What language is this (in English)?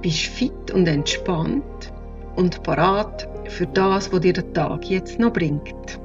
Swiss German